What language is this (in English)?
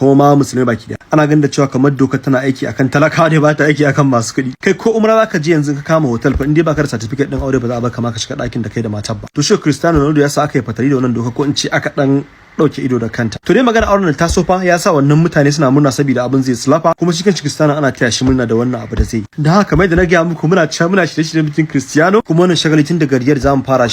Hausa